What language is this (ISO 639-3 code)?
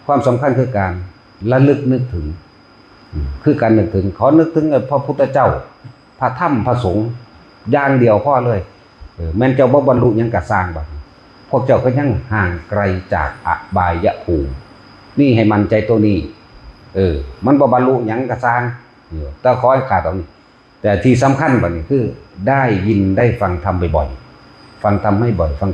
tts